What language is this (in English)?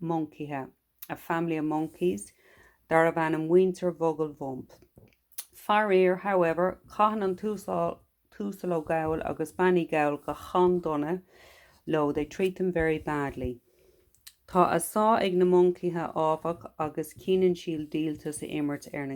Irish